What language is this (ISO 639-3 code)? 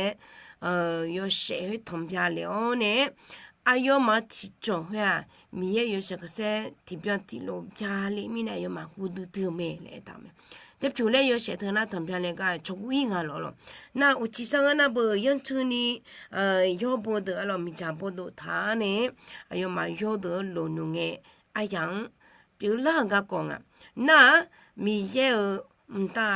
ahk